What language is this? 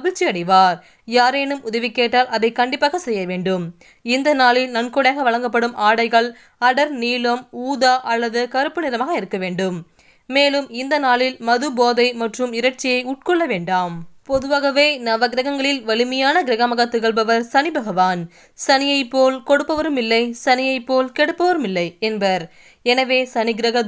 Tamil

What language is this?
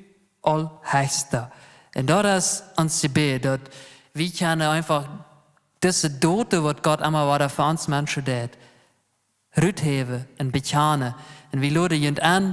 Plautdietsch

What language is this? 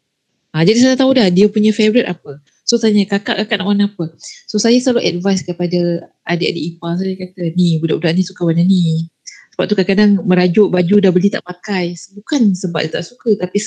Malay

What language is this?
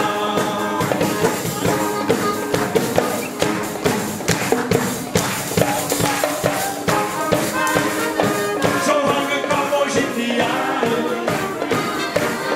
Dutch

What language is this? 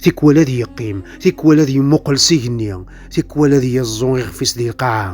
Kabyle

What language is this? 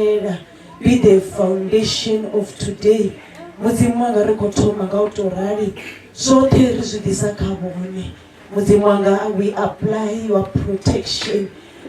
Venda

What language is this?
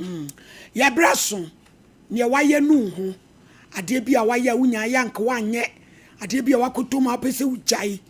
Akan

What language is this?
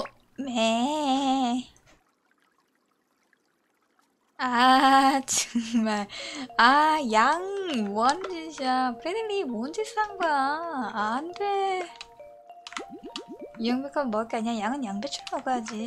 Korean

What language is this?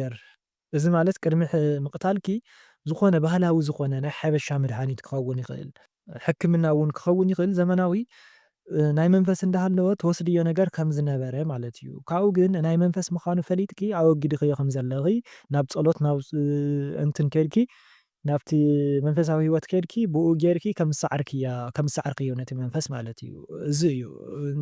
Tigrinya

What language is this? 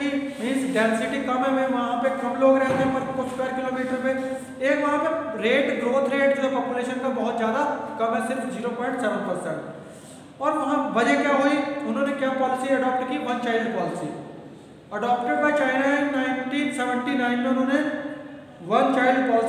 Hindi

